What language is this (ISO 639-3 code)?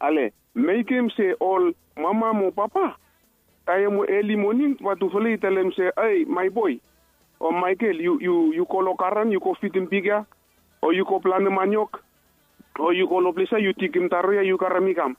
bis